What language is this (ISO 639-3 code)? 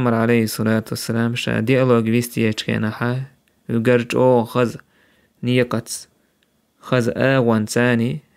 che